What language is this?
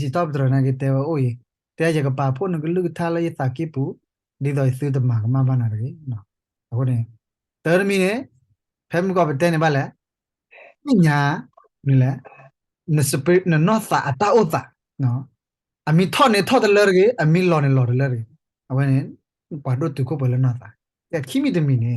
S'gaw Karen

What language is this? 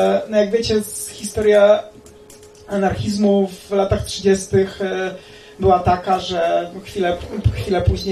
Polish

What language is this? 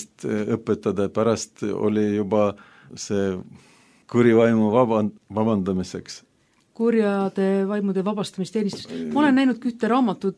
Estonian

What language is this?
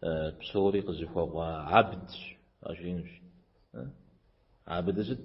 Kabardian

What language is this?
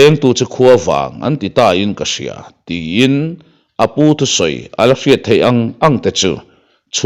Mizo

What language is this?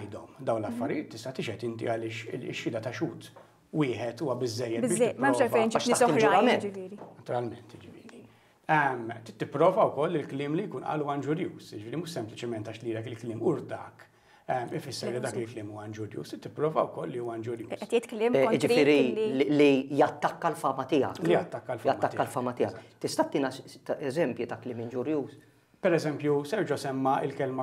Maltese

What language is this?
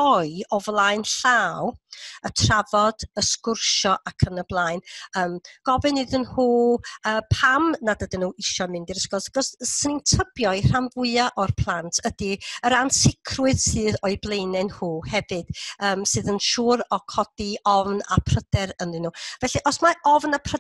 Welsh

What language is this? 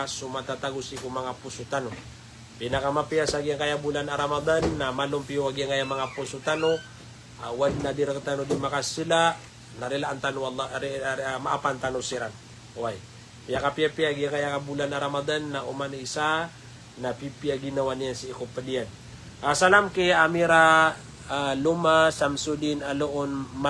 Maranao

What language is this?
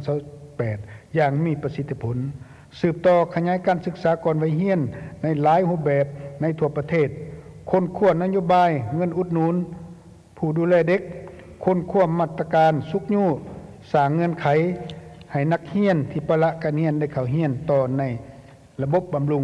Lao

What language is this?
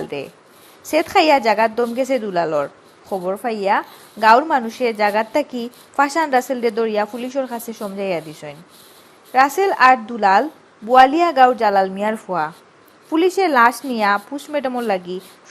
Sylheti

